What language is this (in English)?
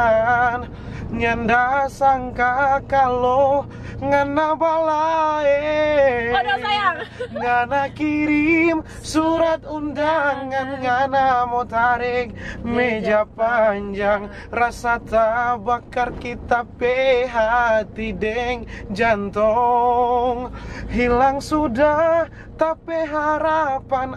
Manado Malay